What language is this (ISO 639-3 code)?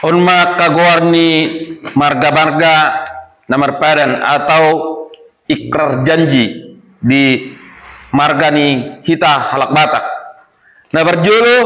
bbc